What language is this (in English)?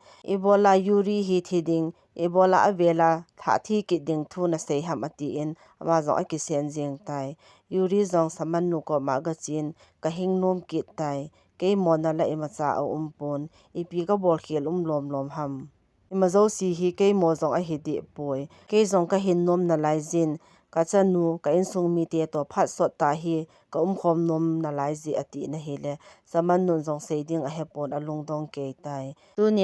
Thado Chin